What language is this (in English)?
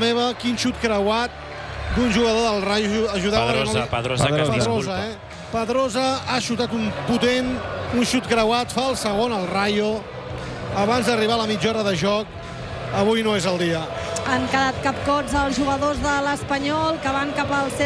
Catalan